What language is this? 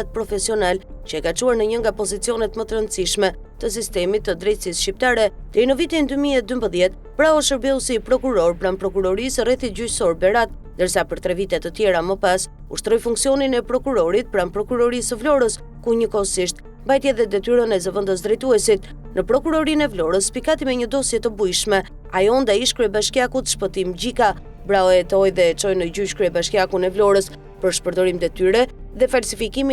Albanian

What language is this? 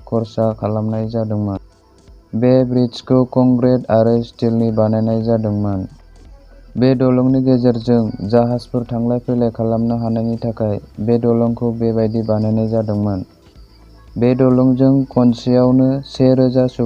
Bodo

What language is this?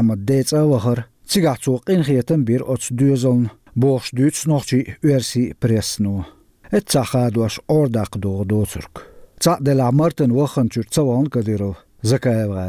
Chechen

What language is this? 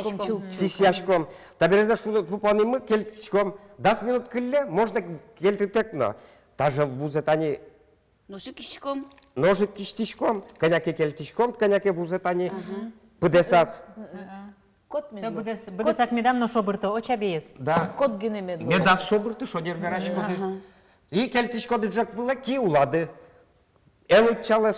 Udmurt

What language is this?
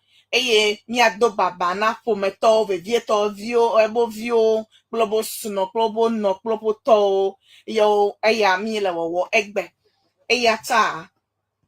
Ewe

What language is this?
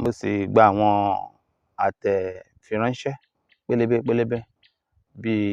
Yoruba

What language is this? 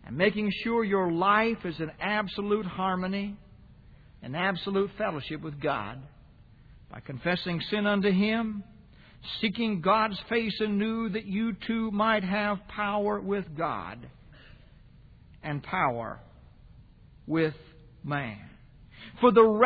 English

